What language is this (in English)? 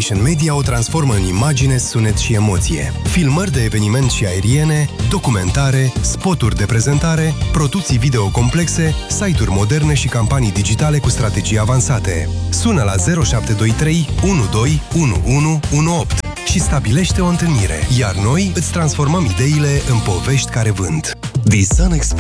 Romanian